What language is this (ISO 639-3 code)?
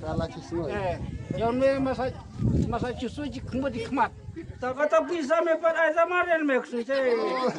kha